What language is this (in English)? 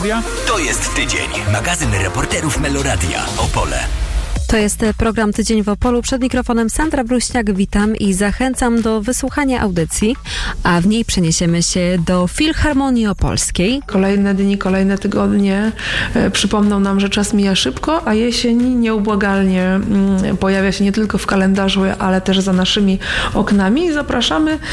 Polish